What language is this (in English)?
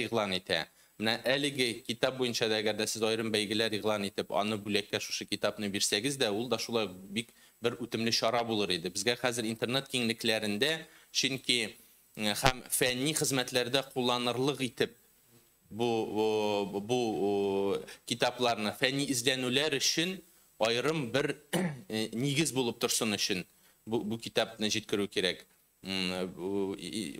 Tatar